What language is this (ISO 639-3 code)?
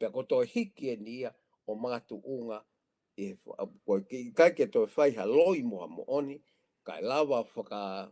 ton